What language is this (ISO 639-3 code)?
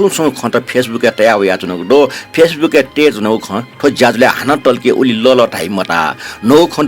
new